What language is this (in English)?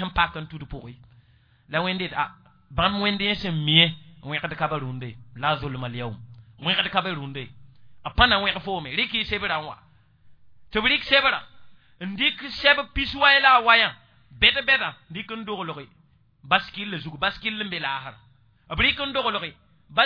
Mossi